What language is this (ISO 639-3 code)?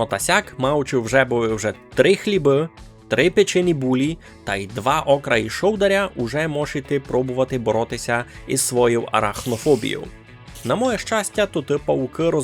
rue